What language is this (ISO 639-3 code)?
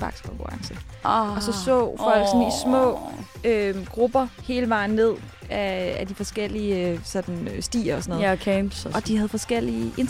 dan